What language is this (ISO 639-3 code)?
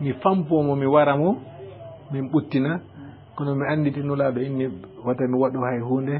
ful